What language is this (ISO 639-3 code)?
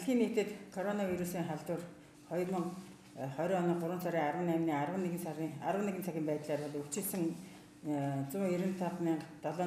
mon